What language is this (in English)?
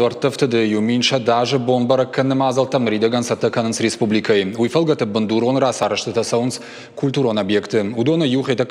Ossetic